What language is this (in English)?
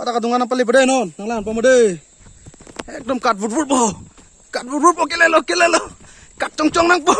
Karbi